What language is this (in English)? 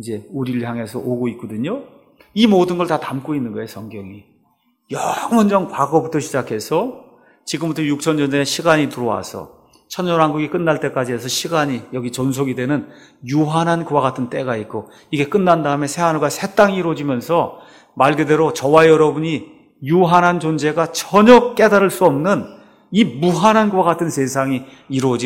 Korean